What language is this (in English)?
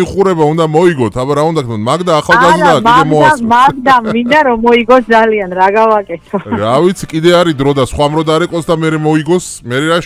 Georgian